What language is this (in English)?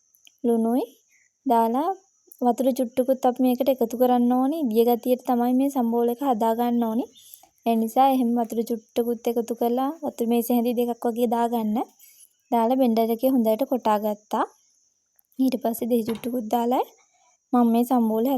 Sinhala